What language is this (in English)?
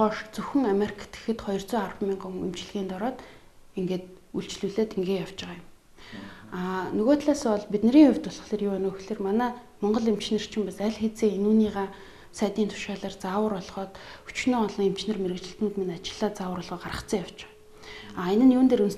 Mongolian